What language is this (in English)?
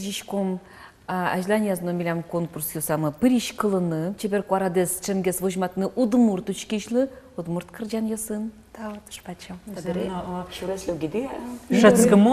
Udmurt